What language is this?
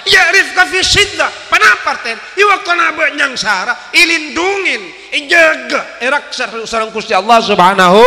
Madurese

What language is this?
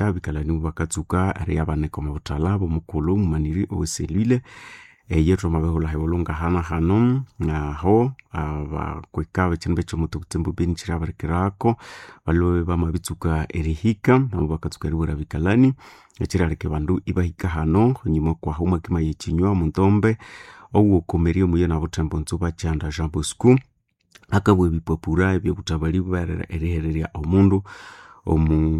Nande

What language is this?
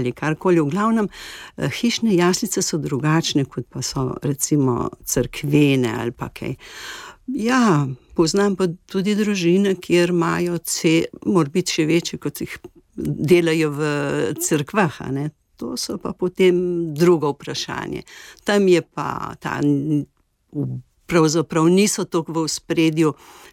Slovenian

